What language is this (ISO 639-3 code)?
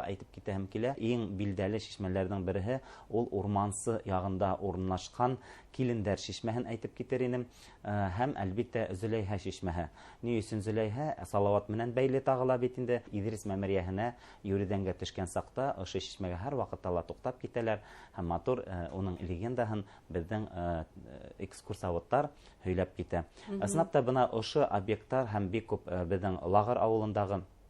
bak